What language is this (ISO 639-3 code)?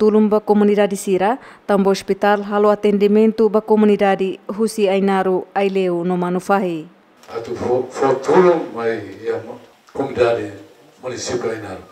tet